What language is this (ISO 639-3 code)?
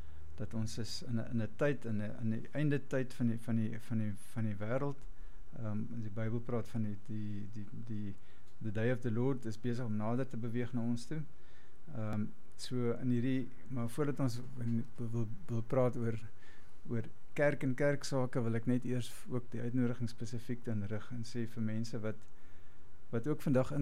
afr